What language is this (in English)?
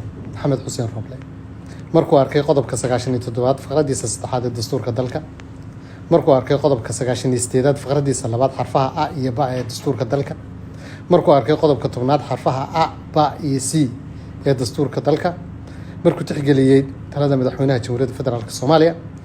Somali